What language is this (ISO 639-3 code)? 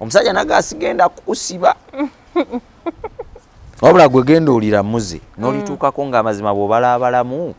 lug